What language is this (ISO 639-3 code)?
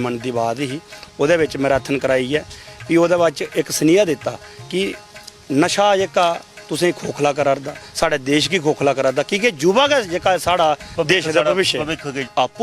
doi